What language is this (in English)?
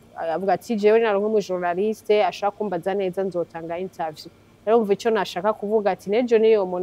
Rundi